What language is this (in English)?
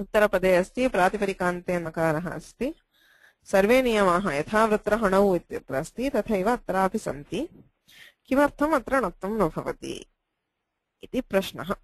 Sanskrit